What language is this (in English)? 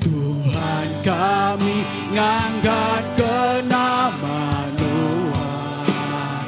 Iban